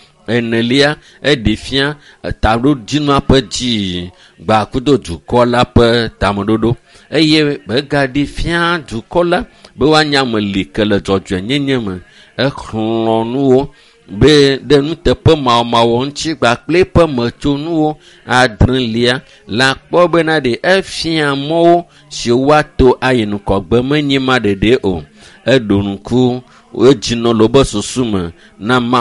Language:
Ewe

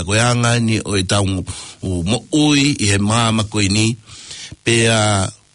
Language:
Tongan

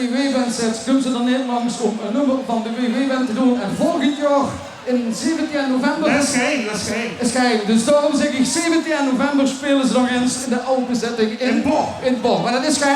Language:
Limburgish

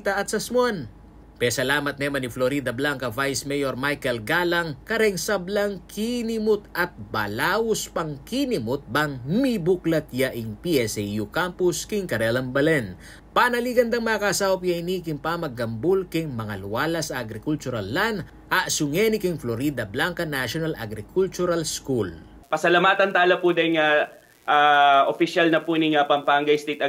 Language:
Pampanga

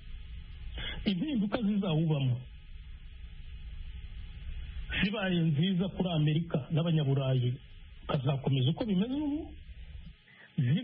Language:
Kinyarwanda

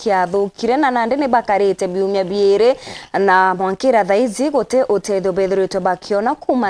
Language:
Meru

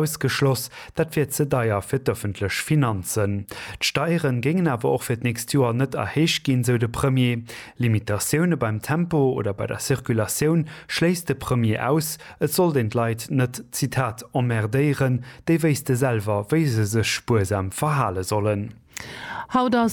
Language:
Luxembourgish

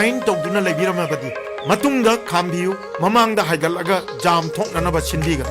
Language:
Manipuri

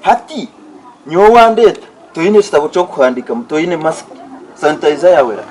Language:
Nyankole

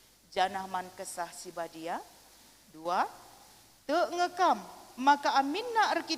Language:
Batak Karo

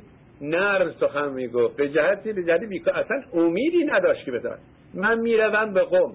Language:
Persian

